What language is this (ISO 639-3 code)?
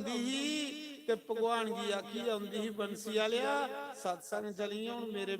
doi